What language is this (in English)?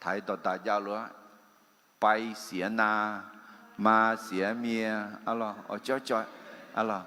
Akha